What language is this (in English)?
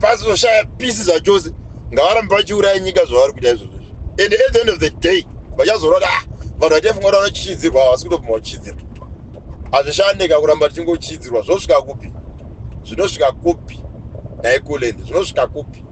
Shona